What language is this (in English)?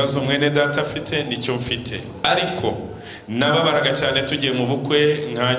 Kinyarwanda